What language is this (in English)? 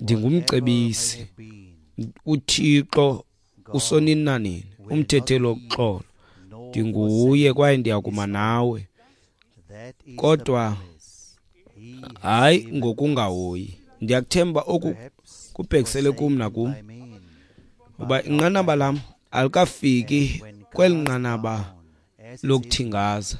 Xhosa